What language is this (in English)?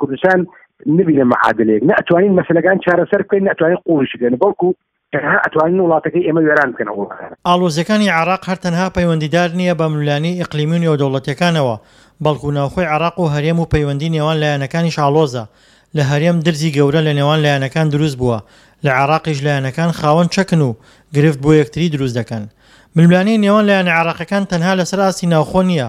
Central Kurdish